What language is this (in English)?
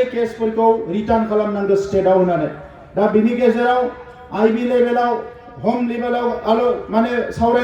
Bodo